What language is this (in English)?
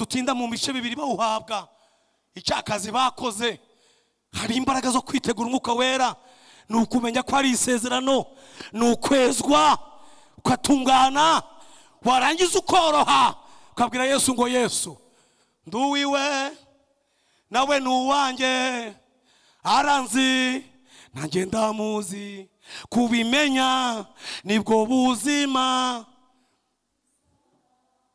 Kinyarwanda